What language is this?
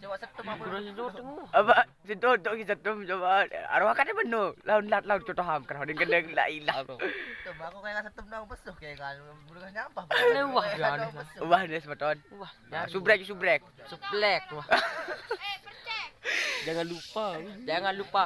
Sasak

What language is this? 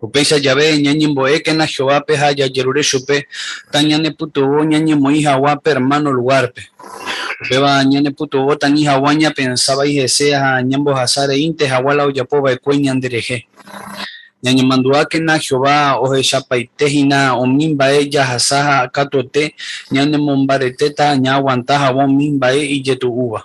Guarani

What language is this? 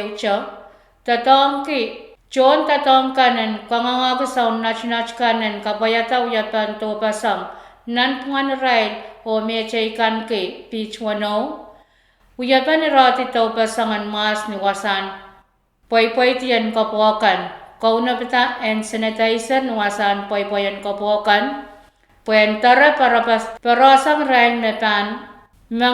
Pohnpeian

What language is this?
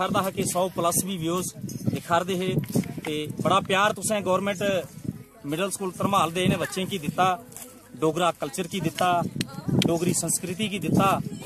Dogri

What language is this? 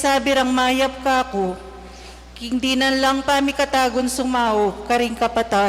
Pampanga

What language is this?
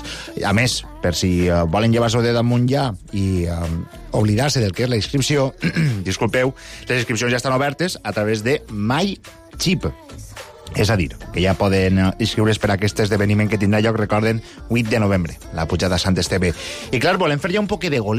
Catalan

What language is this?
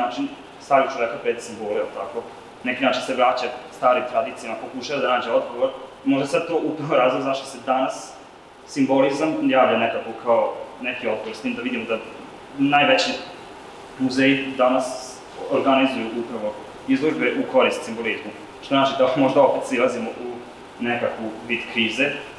Serbian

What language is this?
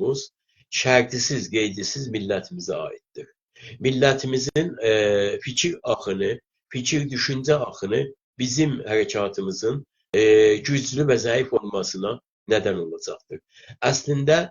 South Azerbaijani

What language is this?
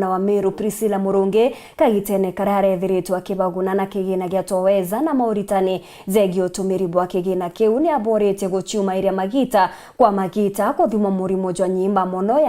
Meru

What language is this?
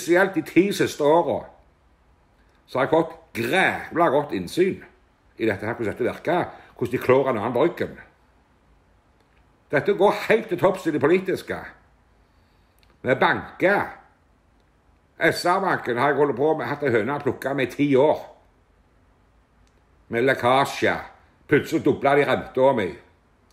Norwegian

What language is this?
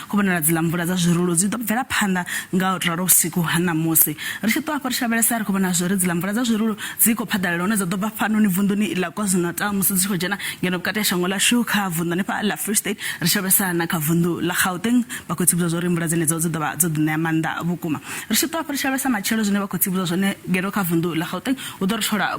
Venda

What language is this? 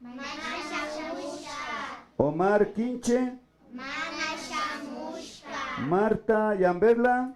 Imbabura Highland Quichua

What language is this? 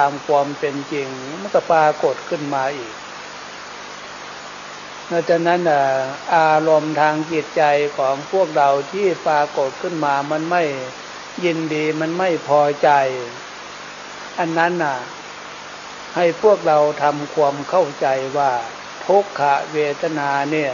Thai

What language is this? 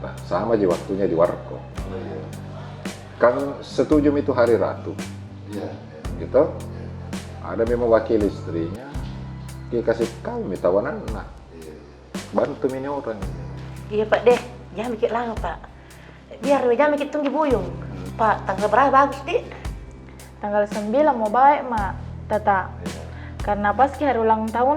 Makassar Malay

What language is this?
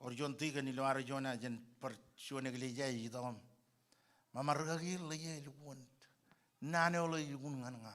Marshallese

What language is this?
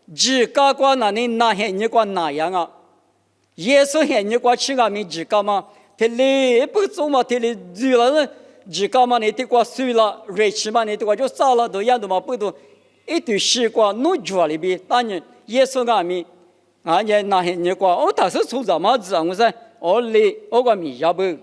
Lisu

